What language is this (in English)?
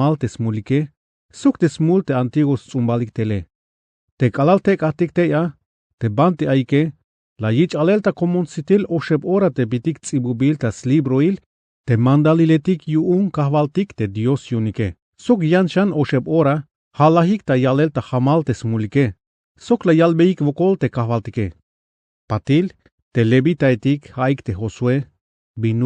Tzeltal